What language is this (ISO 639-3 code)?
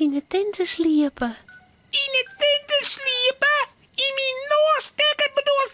fry